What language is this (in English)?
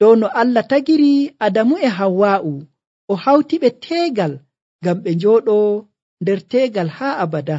Nigerian Fulfulde